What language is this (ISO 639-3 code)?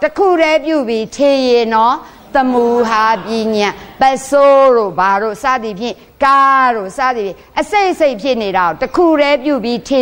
mya